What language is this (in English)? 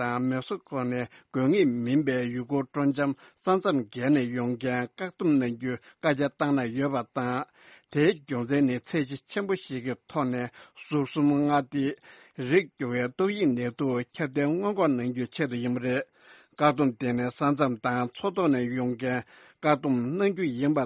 Tibetan